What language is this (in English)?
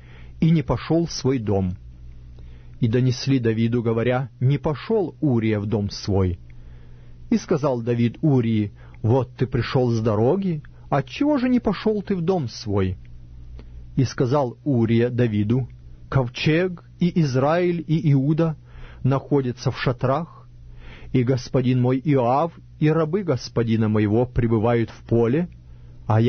Russian